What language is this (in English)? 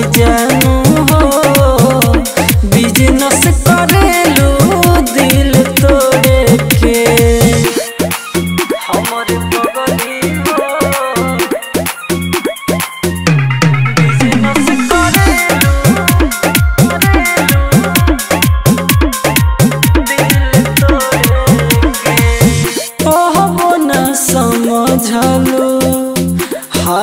Bhojpuri